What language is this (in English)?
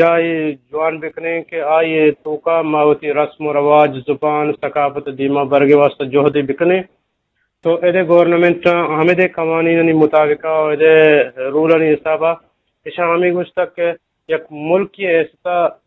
Eastern Balochi